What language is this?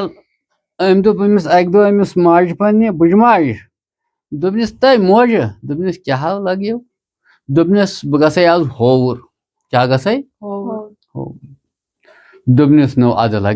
Kashmiri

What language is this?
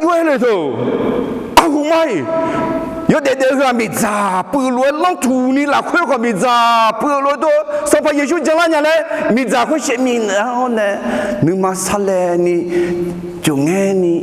Akha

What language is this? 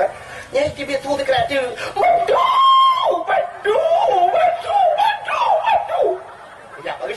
Achinese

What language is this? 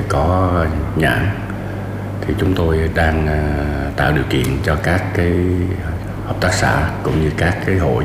Vietnamese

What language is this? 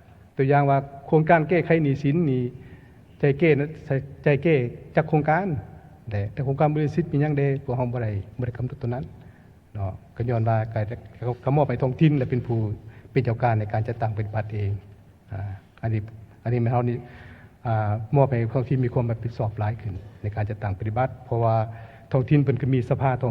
Lao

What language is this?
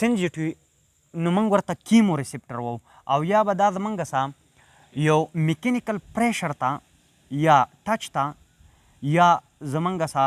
Pashto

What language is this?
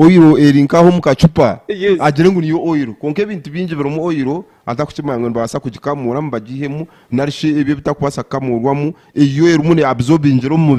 Nyankole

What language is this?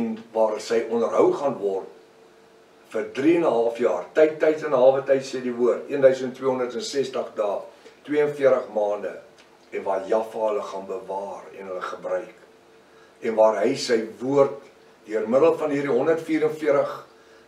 Afrikaans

